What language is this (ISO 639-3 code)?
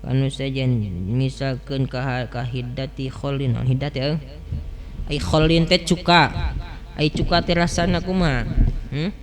sun